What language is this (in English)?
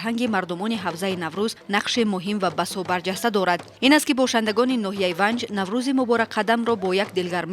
Tajik